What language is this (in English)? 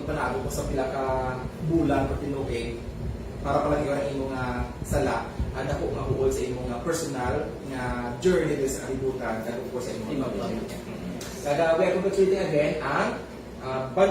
Hiligaynon